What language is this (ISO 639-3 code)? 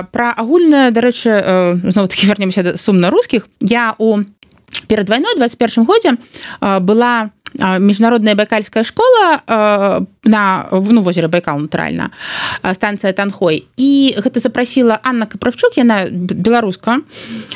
bel